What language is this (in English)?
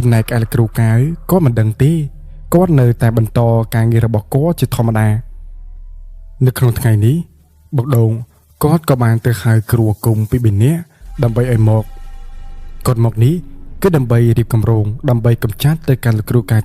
Khmer